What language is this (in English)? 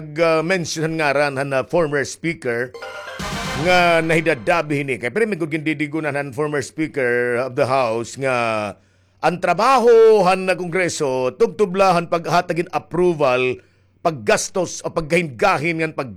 Waray